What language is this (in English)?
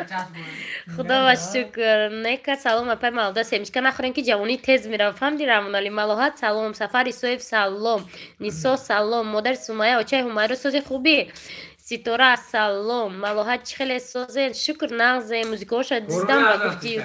Tajik